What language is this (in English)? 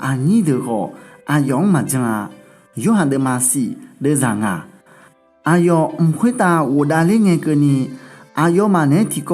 Akha